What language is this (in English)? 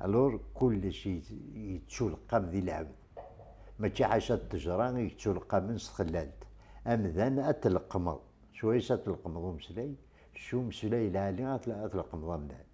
Kabyle